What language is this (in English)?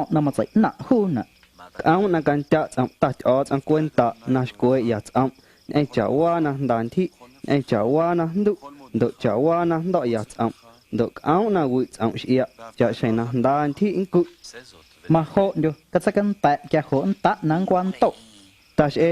Guerrero Amuzgo